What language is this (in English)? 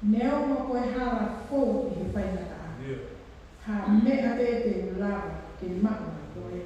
Tongan